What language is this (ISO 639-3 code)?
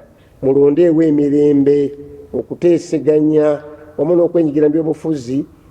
lug